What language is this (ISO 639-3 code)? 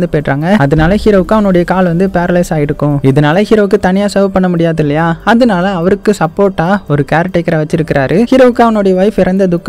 tam